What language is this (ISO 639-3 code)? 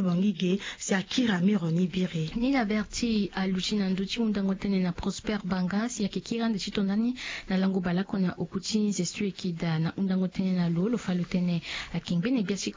sag